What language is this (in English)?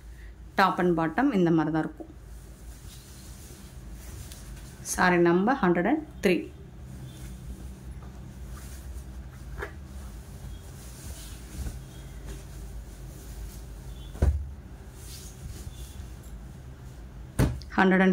Tamil